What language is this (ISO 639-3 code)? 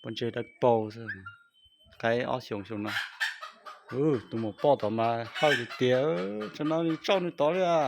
hmn